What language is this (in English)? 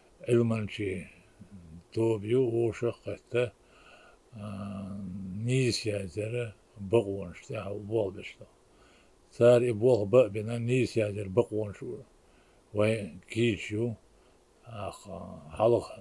Chechen